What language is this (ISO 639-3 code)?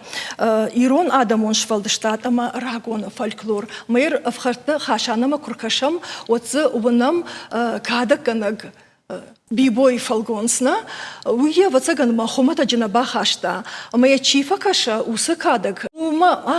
oss